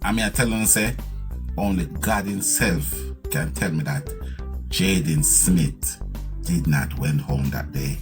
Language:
Jamaican Creole English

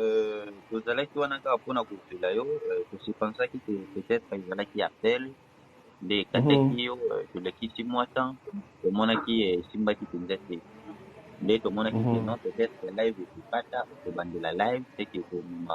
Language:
Lingala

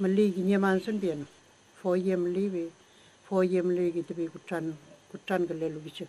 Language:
Mapuche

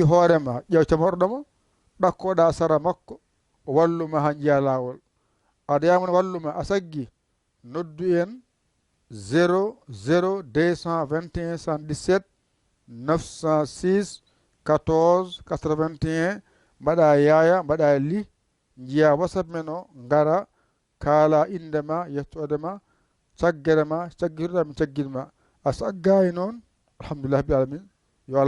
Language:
Fula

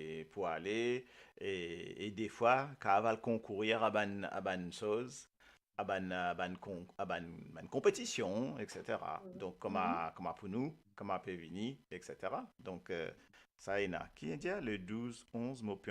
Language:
Morisyen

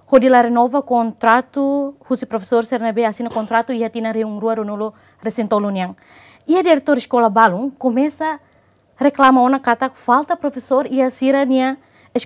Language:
Tetum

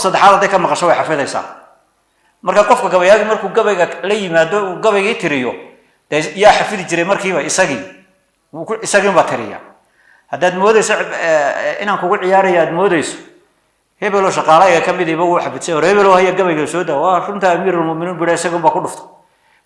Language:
Somali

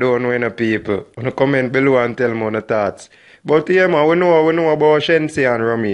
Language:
Jamaican Creole English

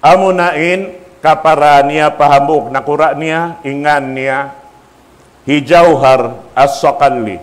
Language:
Tausug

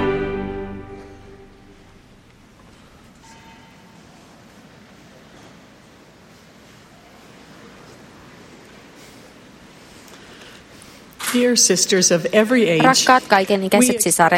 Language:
Finnish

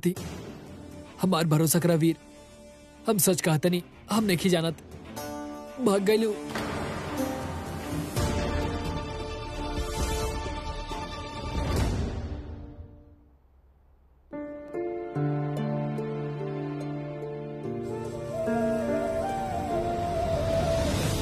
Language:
Bhojpuri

